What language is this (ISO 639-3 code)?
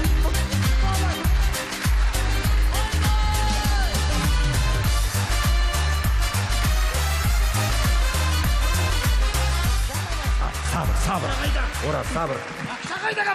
kaz